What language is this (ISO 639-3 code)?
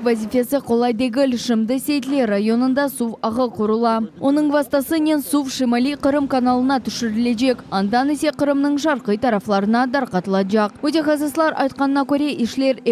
crh